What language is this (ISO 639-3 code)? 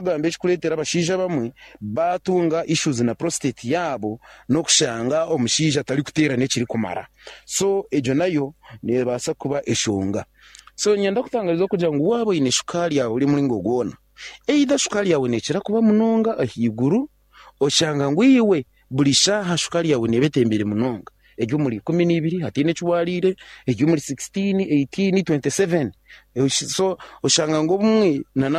nyn